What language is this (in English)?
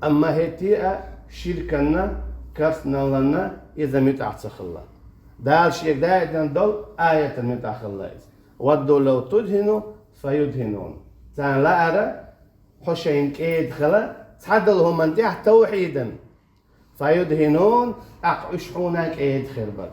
Chechen